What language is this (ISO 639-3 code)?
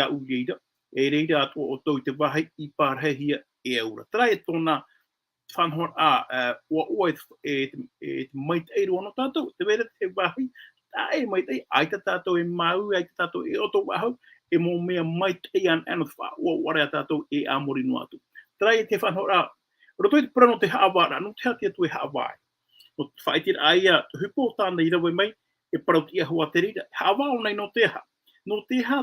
tah